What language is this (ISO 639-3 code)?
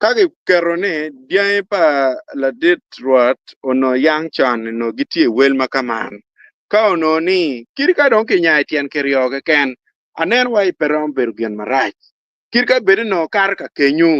ach